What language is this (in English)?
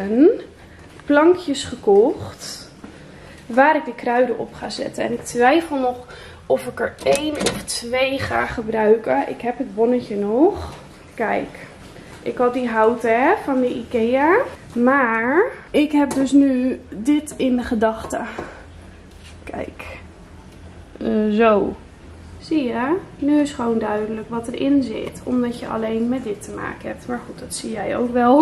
Dutch